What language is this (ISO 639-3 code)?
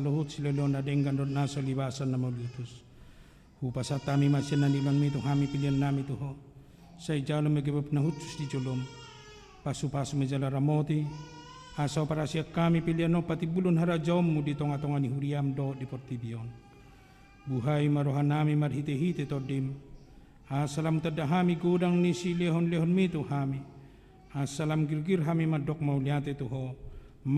bbc